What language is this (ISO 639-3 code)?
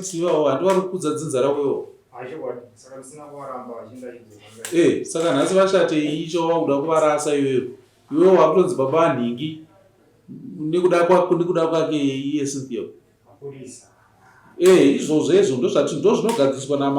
sna